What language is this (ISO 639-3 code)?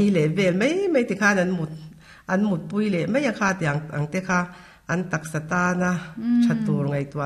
lus